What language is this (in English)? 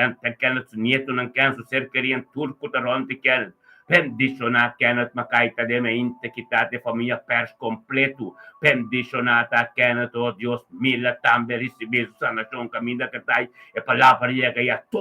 Papiamento